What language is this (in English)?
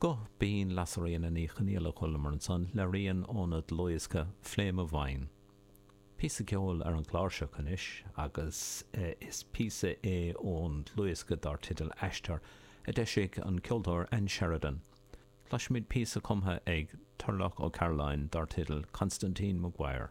Irish